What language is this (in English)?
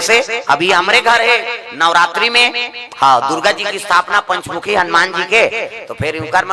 Chhattisgarhi